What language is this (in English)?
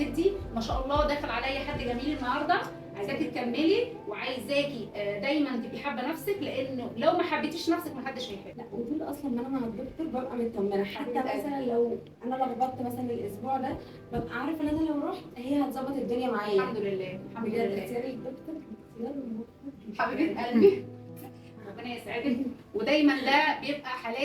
Egyptian Arabic